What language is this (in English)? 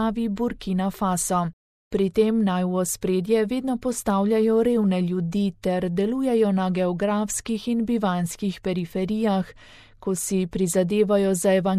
Slovenian